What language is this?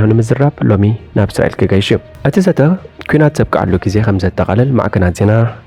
Tigrinya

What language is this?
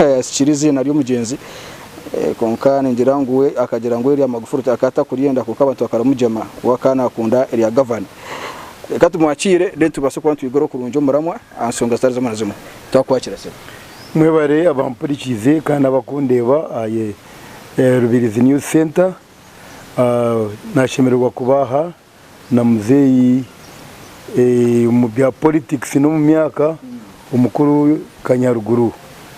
Nyankole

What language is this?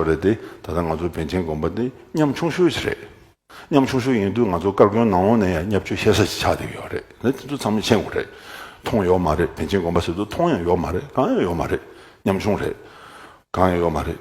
Tibetan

